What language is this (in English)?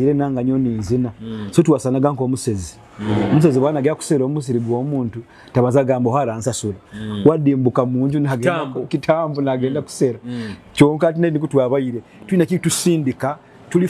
Nyoro